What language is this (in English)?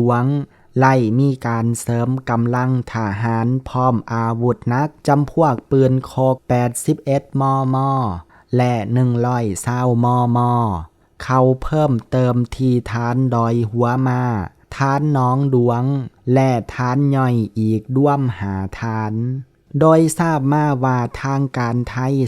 Lao